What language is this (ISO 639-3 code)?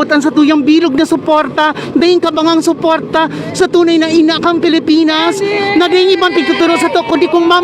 bik